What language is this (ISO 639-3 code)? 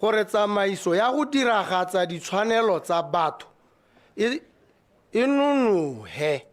tsn